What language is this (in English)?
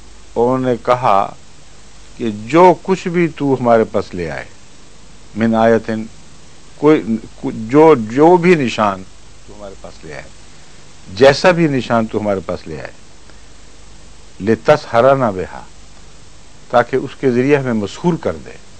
Urdu